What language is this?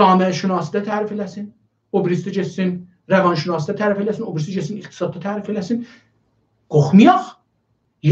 South Azerbaijani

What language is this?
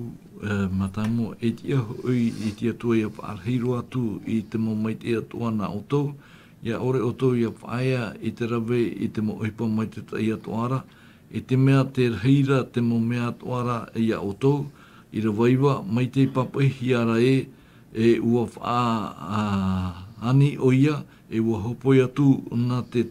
Tahitian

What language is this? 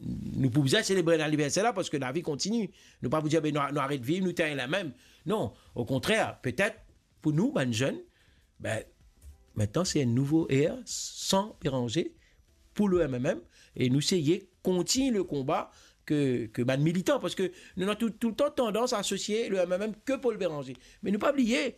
Morisyen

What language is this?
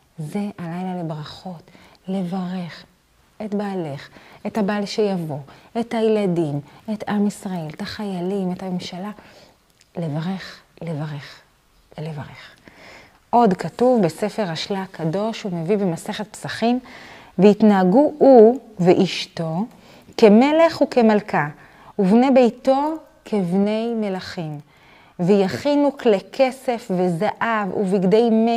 Hebrew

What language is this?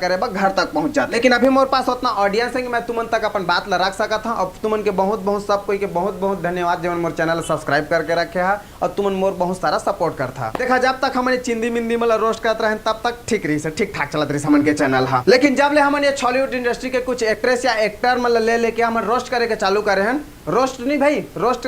Chhattisgarhi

